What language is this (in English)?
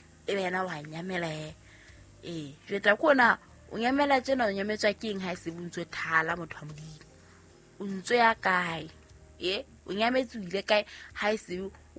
Southern Sotho